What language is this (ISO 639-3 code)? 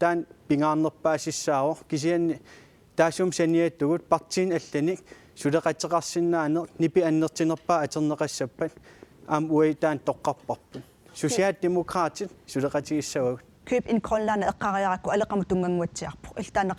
kal